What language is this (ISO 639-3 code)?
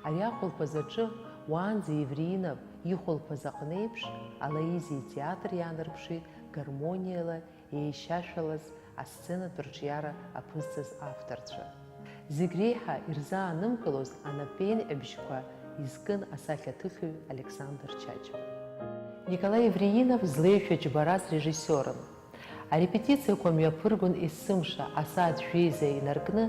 abk